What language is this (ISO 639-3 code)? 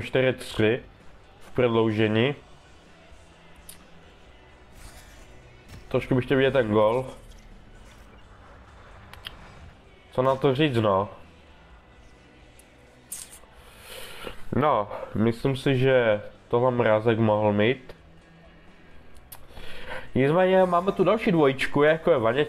ces